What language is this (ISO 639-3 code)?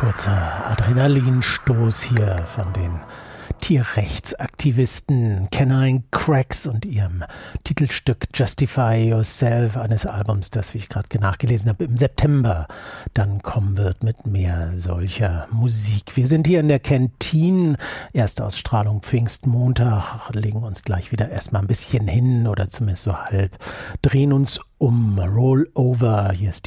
deu